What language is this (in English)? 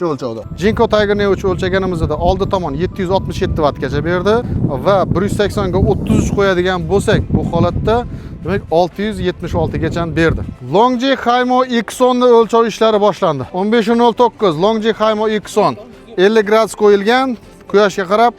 Uzbek